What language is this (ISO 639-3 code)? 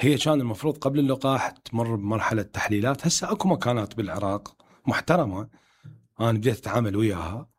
acm